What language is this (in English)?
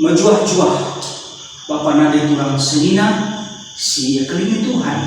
Batak Karo